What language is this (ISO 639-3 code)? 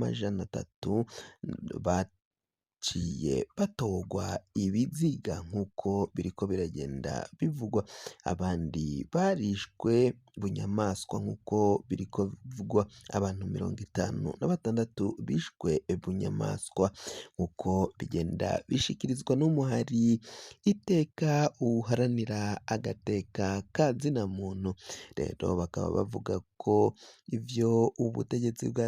run